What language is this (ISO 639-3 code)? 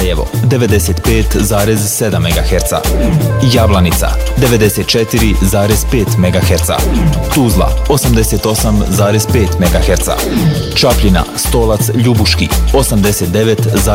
bos